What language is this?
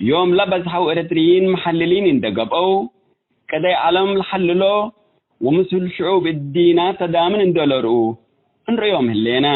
Tigre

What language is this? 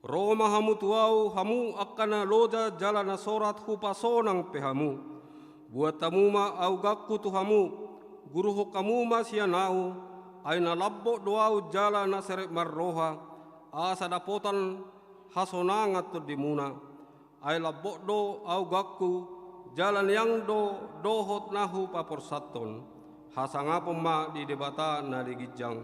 Batak Toba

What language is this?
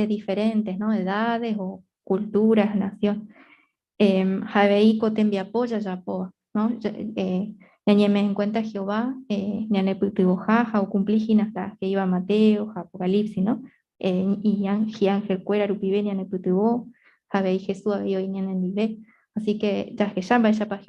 Guarani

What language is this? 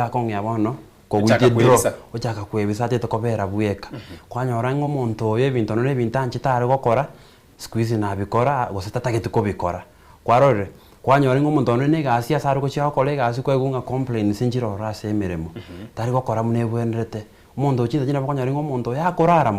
Gusii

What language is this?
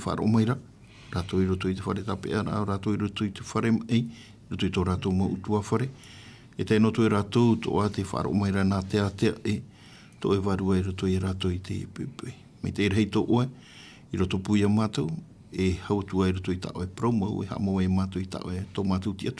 Tahitian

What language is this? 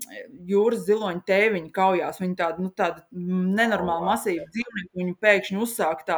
Latvian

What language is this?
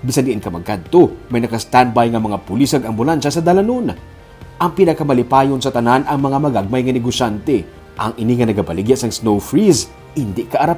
Hiligaynon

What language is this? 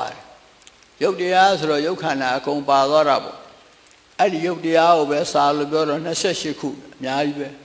Burmese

